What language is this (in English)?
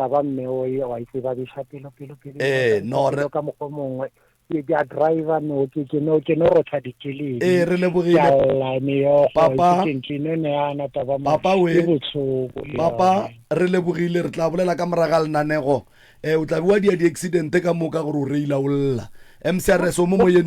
Northern Sotho